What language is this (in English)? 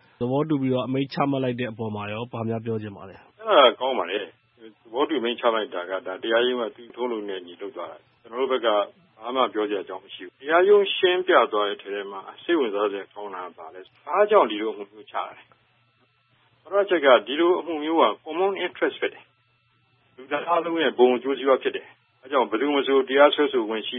Burmese